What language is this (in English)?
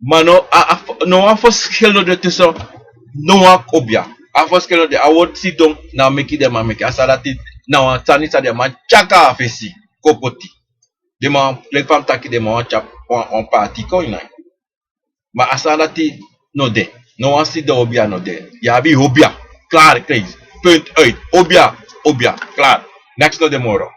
Sranan Tongo